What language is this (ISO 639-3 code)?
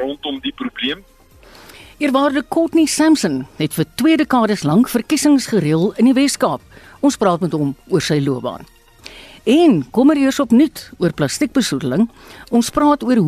afr